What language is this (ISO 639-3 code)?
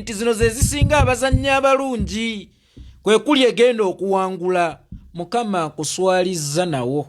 lug